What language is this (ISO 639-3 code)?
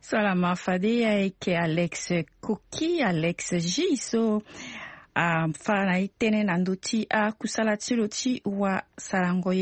sag